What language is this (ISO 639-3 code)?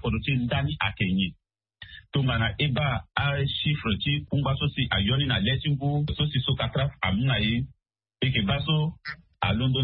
sag